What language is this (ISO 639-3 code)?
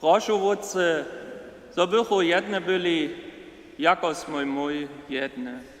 hsb